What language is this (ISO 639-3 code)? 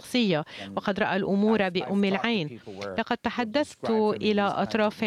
ara